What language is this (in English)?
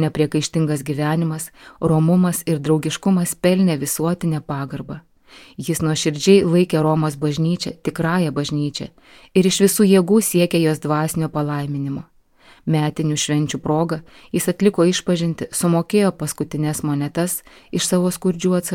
Lithuanian